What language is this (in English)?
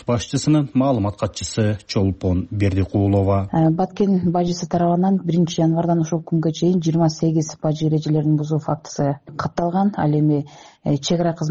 Kyrgyz